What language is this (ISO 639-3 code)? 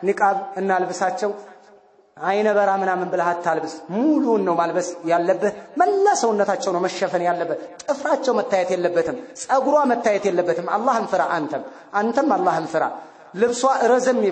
amh